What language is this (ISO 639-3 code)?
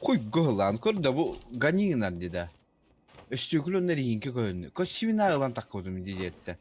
sah